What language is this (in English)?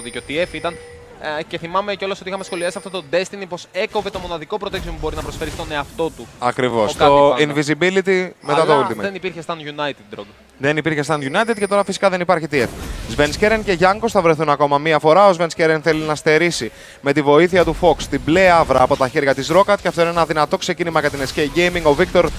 Greek